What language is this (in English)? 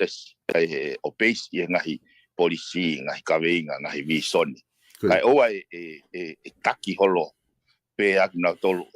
Tongan